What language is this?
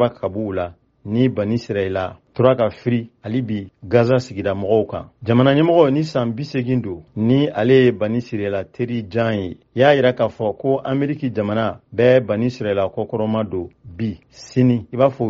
Bambara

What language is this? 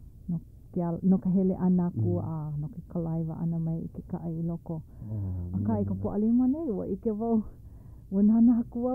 Hawaiian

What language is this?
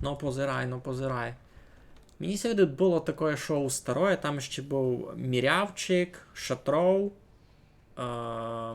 Rusyn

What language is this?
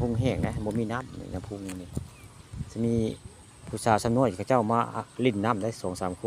Northeastern Thai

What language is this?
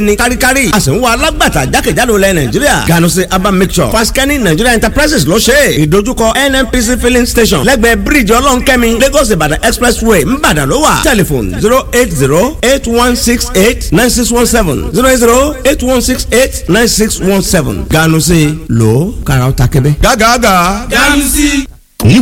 Yoruba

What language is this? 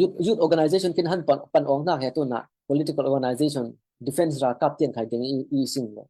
Falam Chin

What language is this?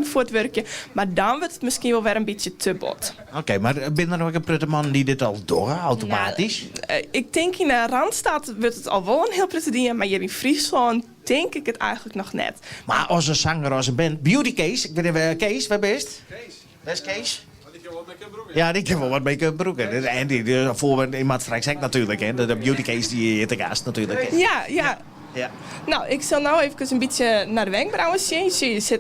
Western Frisian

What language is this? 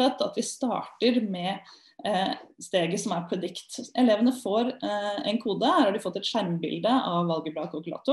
Norwegian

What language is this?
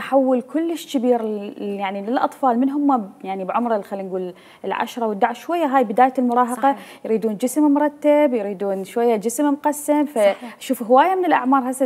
Mesopotamian Arabic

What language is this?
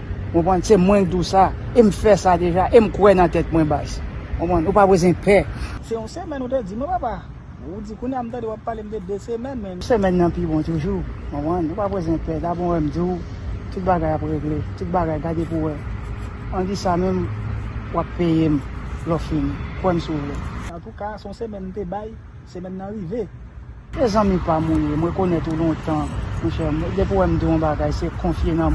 Haitian Creole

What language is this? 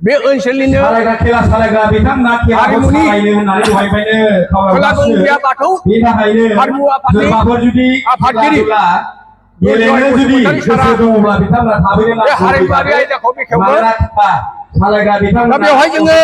Bodo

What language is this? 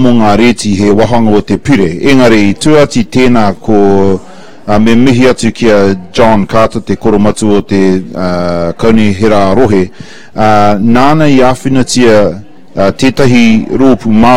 Māori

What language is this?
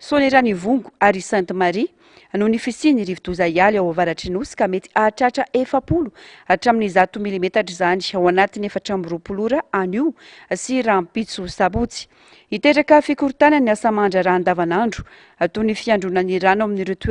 Malagasy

